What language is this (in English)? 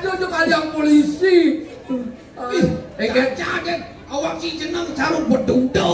Balinese